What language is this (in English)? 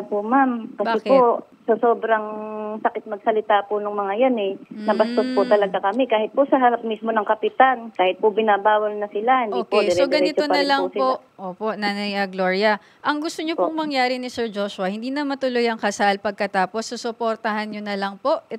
Filipino